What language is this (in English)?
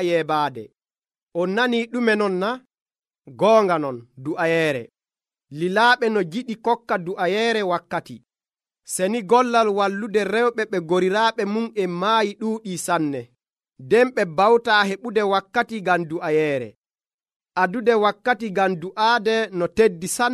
Nigerian Fulfulde